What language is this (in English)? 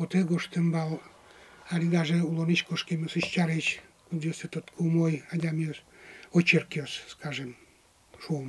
Udmurt